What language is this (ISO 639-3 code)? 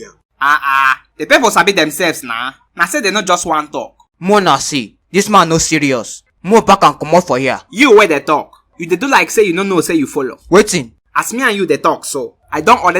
pcm